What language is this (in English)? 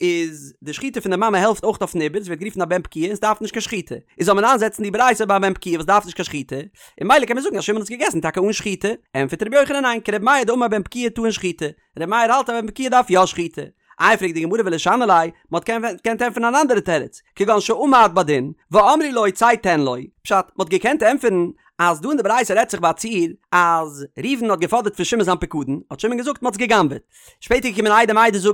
Yiddish